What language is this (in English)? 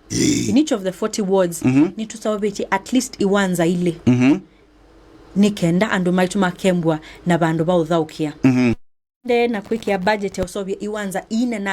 Kamba